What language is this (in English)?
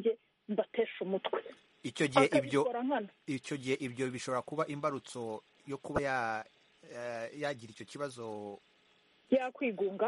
Kinyarwanda